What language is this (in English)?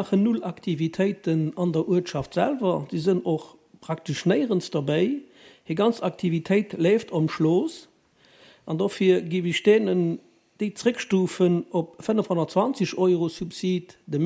Luxembourgish